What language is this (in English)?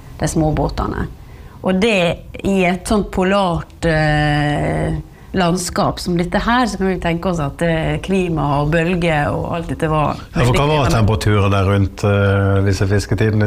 Norwegian